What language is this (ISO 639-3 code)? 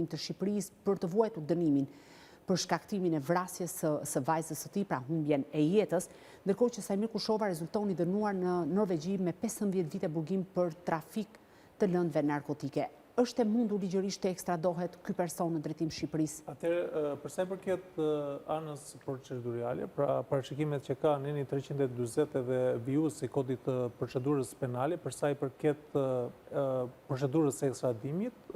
sqi